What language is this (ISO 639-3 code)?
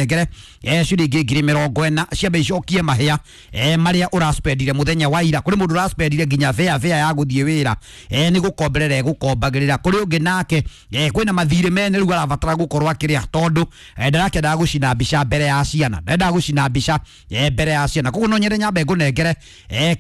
kik